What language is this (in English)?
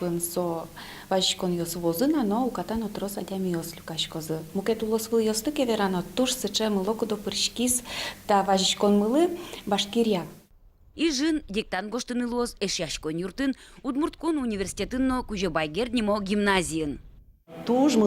Udmurt